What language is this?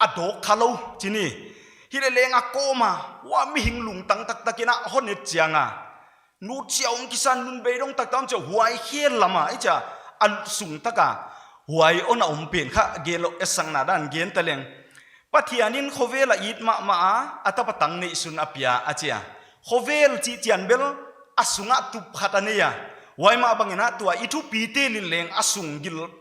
Paite Chin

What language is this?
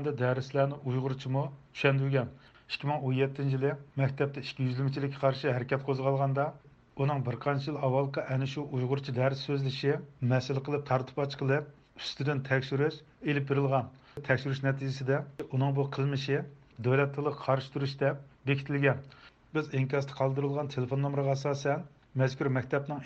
Uyghur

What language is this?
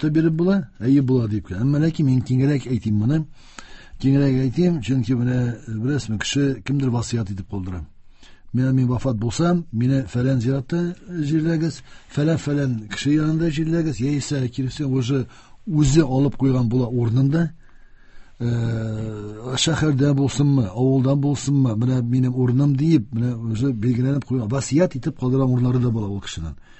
Tatar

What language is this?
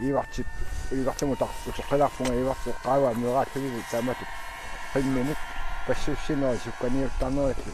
Kalaallisut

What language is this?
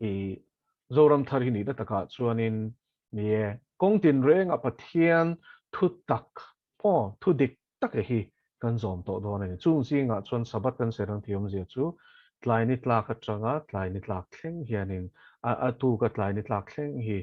Mizo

